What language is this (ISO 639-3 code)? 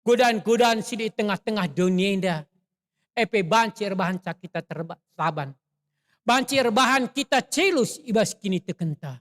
btx